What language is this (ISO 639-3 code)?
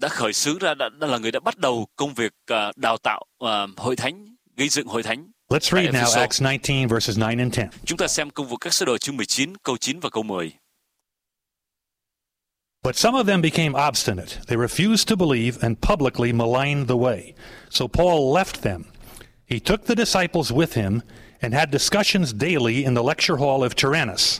vie